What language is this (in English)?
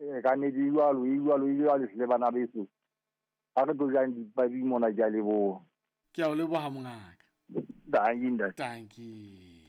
Southern Sotho